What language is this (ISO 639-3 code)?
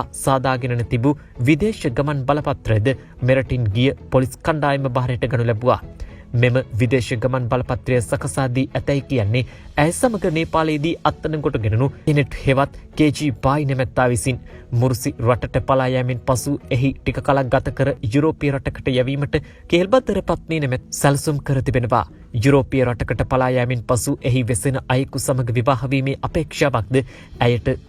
sin